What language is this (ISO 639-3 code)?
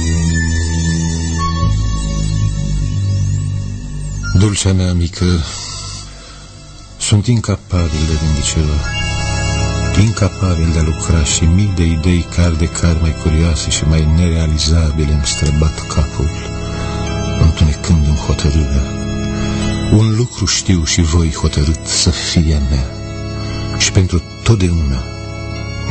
ron